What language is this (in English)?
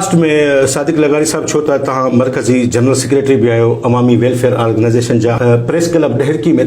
Sindhi